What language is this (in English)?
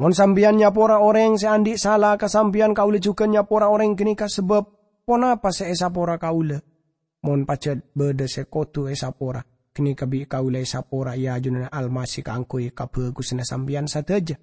Madurese